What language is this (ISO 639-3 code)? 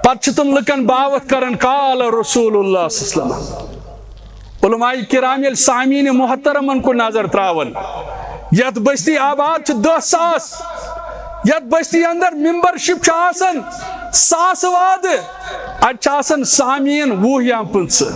kas